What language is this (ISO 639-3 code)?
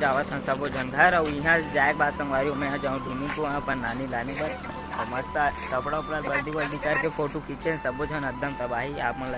hne